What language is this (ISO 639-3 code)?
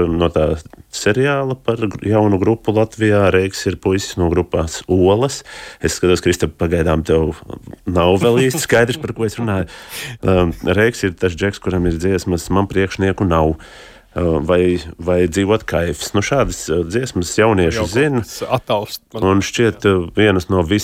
lav